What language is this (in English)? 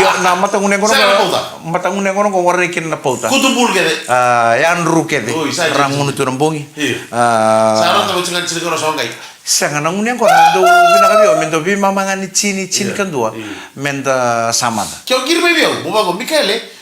Fijian